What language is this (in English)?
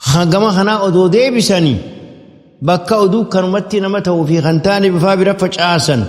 Oromo